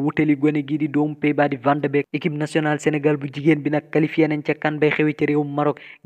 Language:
Wolof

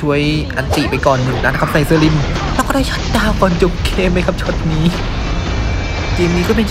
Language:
Thai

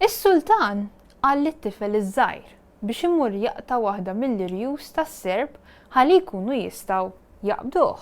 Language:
Maltese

